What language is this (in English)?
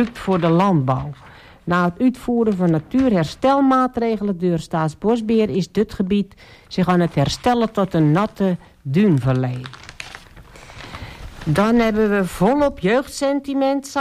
Dutch